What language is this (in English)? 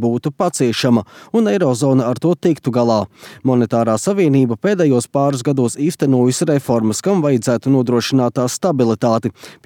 Latvian